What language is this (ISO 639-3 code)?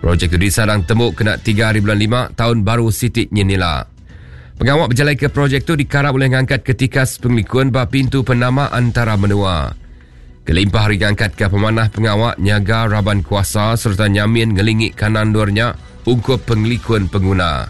iba